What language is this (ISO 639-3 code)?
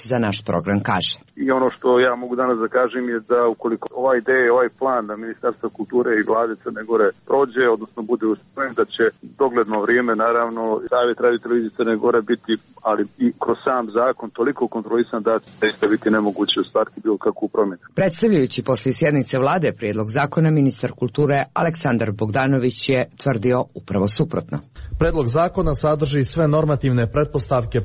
hrv